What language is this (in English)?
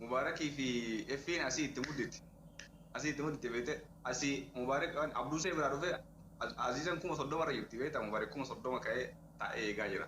Oromo